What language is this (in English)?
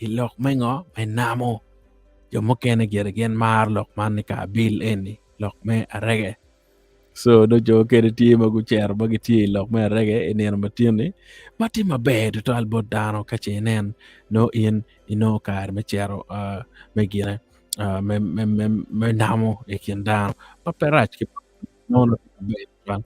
Acoli